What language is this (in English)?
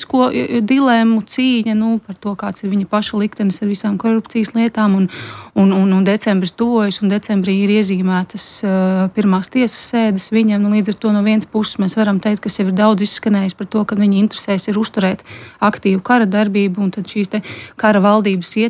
Latvian